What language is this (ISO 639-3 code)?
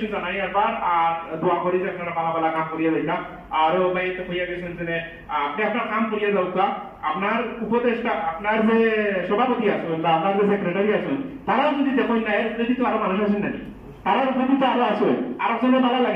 syl